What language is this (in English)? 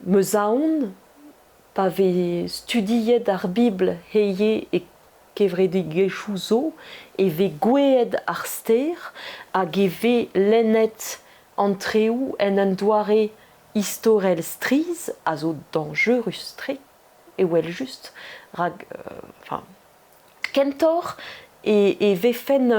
Breton